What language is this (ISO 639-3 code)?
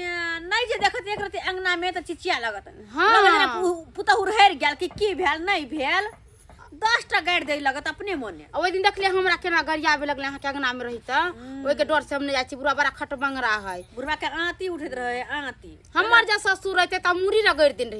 mai